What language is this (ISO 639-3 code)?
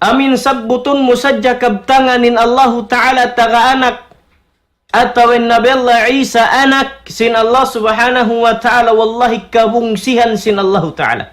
tsg